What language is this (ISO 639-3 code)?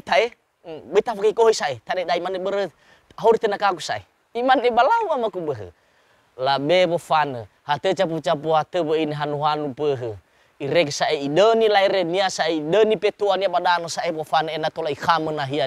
nia